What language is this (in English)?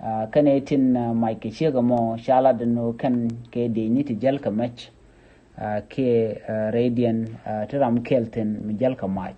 Nuer